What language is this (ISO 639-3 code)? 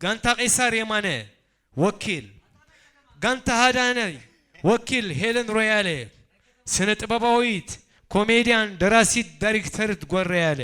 tir